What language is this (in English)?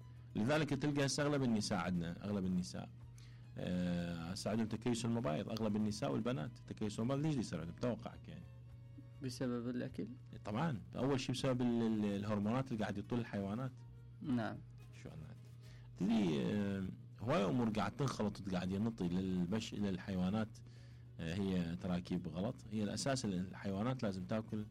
Mesopotamian Arabic